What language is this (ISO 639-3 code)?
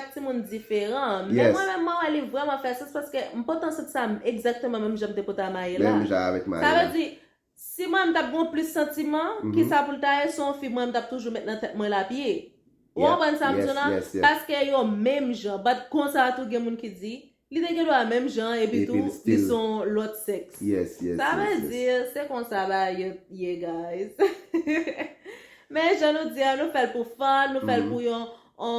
hat